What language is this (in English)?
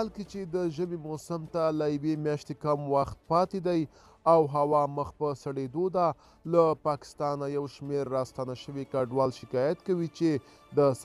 Pashto